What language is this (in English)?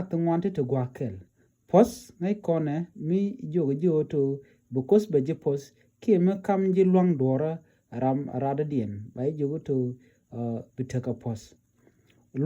Nuer